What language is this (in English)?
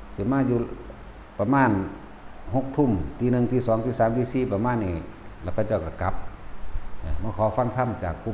Northeastern Thai